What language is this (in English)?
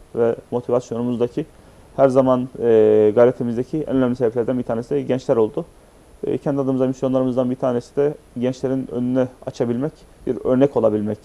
Turkish